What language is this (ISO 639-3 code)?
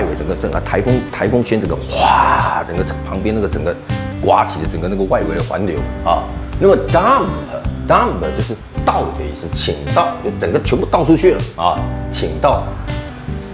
zho